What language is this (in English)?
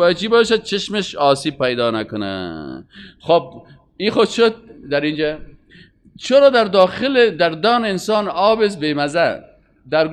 Persian